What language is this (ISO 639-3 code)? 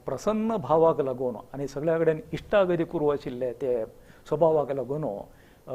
kok